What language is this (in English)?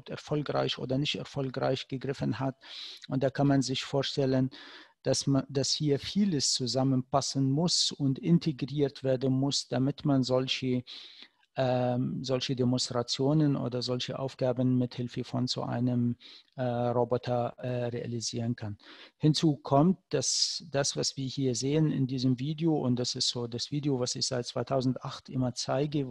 German